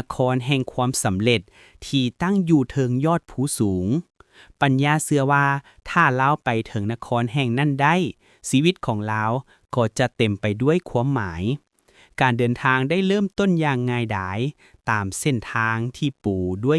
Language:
Lao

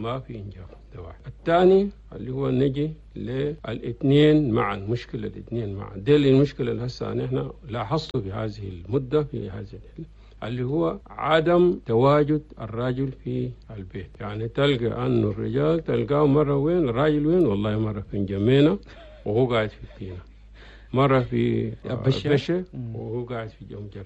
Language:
Chadian Arabic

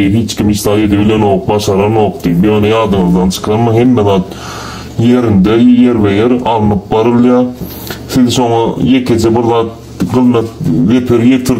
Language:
Turkmen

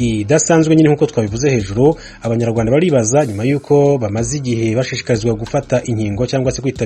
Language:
Kinyarwanda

